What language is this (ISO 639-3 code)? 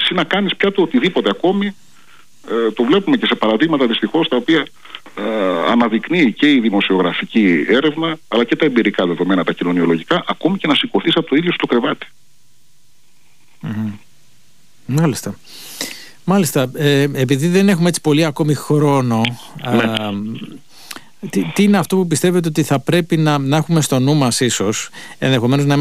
ell